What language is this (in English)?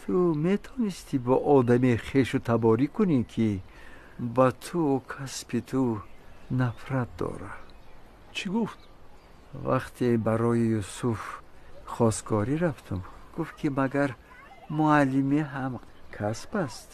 Tajik